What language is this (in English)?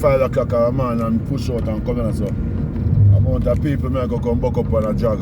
Jamaican Creole English